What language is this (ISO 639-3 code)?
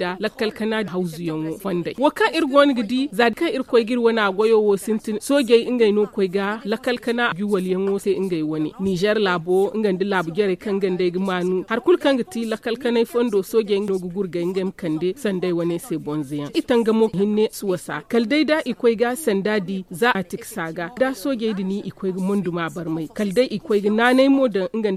dje